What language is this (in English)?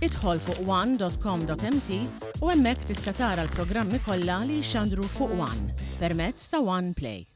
Maltese